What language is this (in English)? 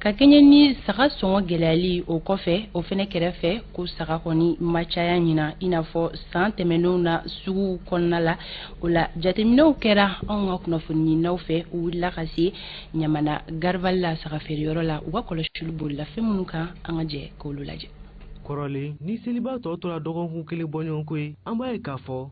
Bambara